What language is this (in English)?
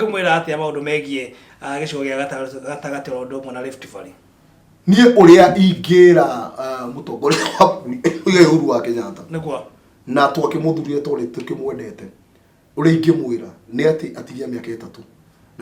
Kikuyu